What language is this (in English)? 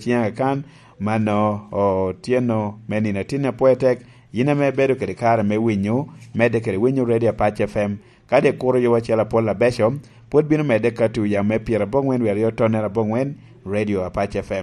Lango (Uganda)